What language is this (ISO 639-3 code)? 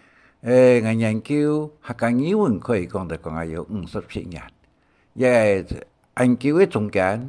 hak